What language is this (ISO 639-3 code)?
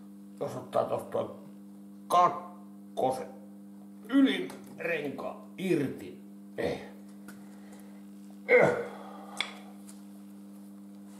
fin